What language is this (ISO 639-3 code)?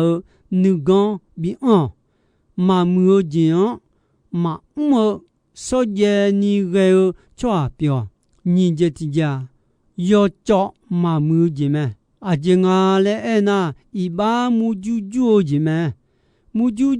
ahk